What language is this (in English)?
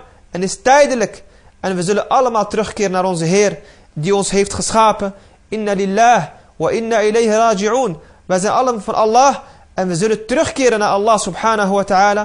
Dutch